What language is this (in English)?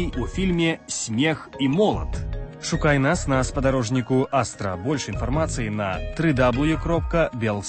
Belarusian